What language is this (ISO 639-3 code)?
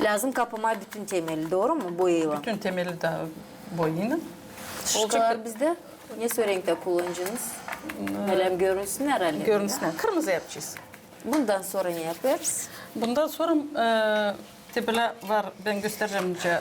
gag